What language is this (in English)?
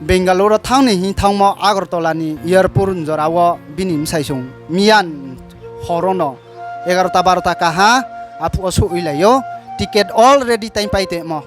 Riang (India)